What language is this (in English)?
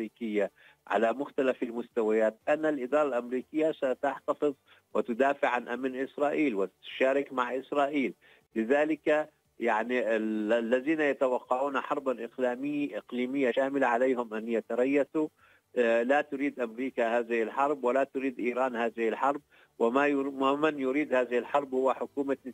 Arabic